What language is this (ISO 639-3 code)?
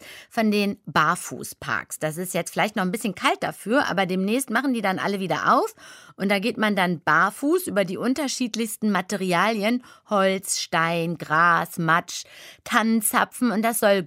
deu